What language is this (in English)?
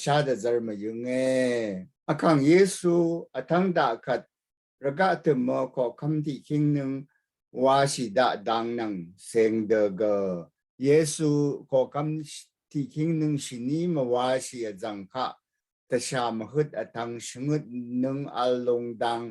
Rawang